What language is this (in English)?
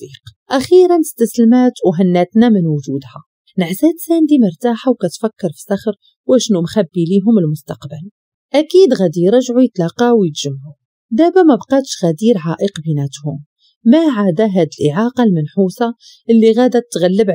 Moroccan Arabic